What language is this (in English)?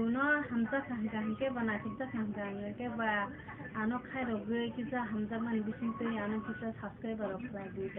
Kok Borok